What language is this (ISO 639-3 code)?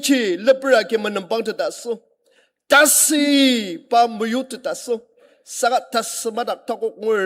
njo